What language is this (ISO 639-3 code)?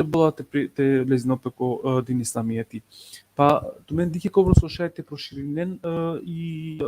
rmn